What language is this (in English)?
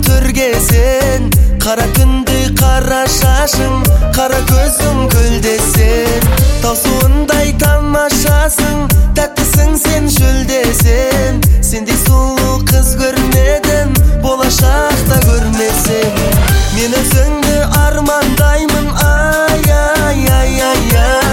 Kazakh